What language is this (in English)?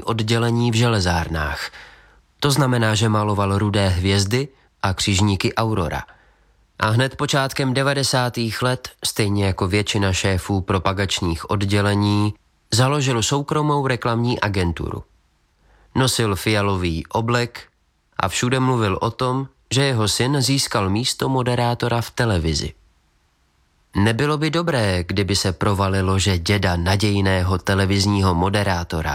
Czech